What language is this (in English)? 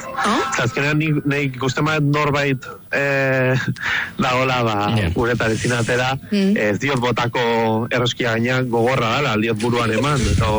Basque